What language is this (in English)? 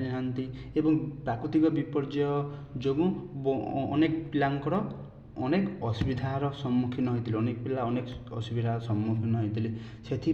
Odia